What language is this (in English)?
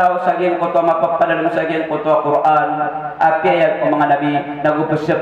Maranao